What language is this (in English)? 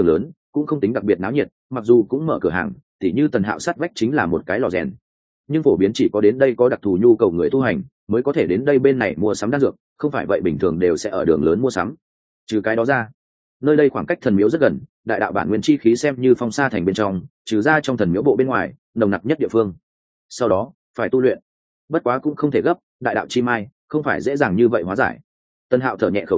Vietnamese